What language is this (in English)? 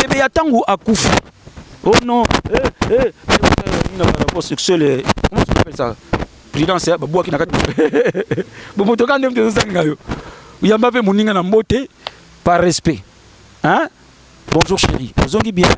Lingala